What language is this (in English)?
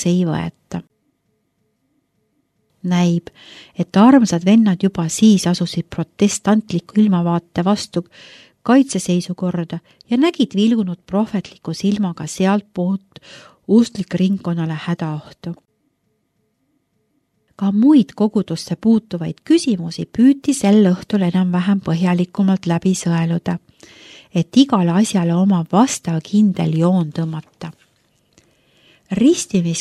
Estonian